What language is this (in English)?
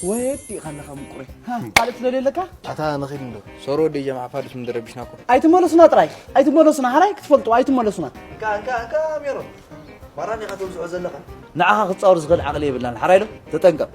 Tigrinya